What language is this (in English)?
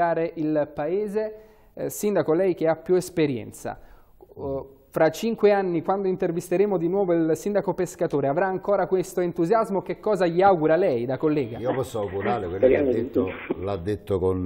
Italian